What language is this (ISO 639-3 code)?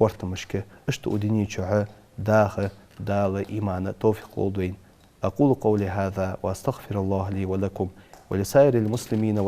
inh